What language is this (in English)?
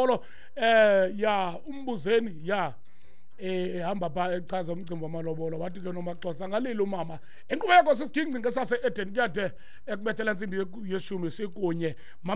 Xhosa